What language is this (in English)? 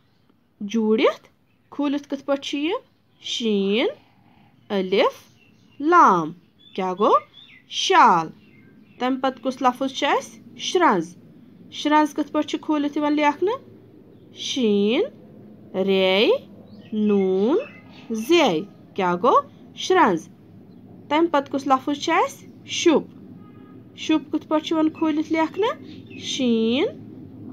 Kashmiri